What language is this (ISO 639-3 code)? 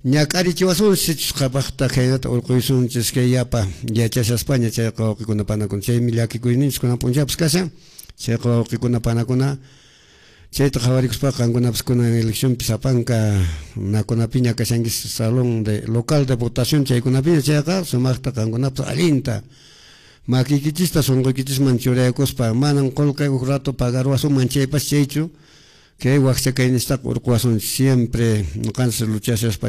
que